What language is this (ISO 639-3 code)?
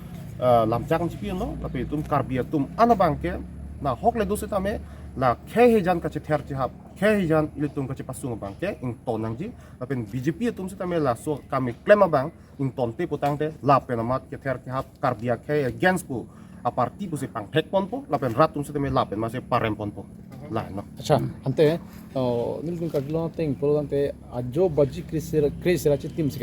mjw